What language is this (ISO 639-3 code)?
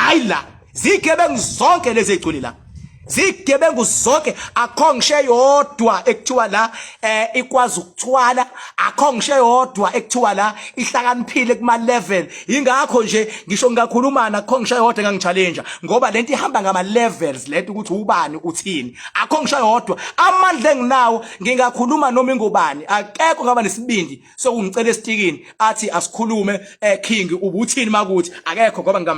zul